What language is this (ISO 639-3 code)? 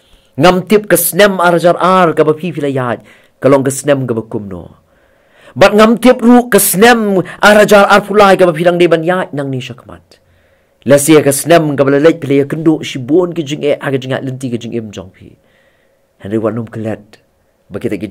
kha